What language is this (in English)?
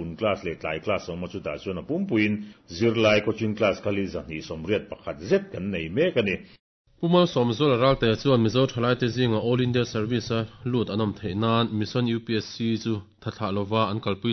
Mizo